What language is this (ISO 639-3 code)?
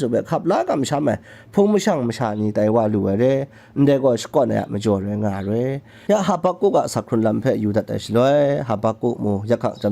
kac